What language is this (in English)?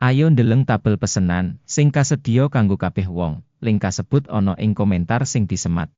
Javanese